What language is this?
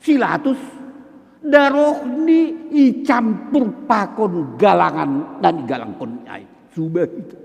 Batak Simalungun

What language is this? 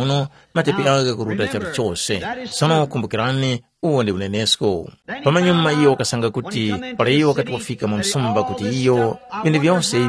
Tumbuka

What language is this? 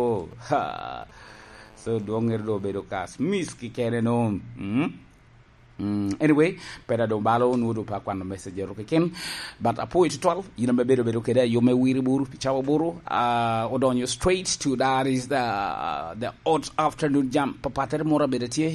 Lango (Uganda)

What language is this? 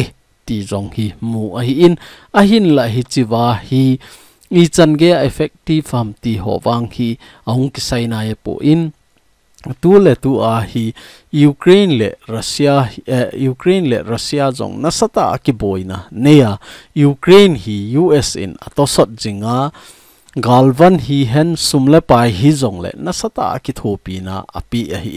Thado Chin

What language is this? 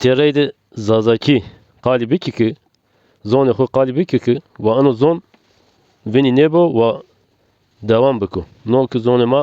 Zaza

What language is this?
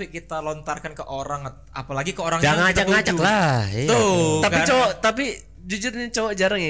Indonesian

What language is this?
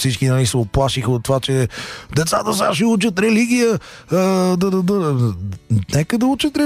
Bulgarian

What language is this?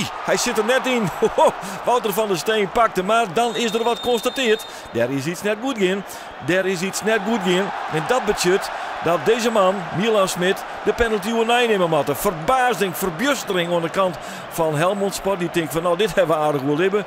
Western Frisian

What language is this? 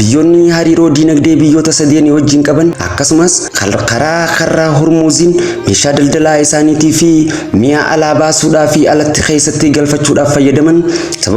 Oromo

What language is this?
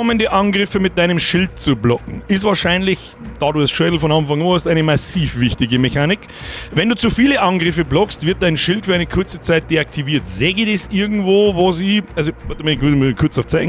Bavarian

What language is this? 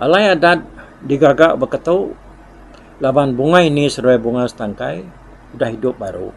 Iban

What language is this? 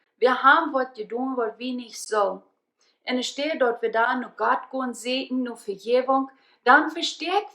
Plautdietsch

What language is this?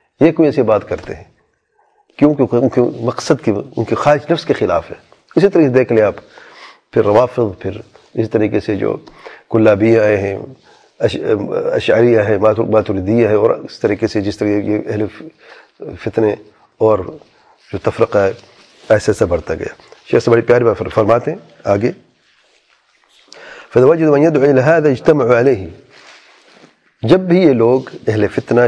Urdu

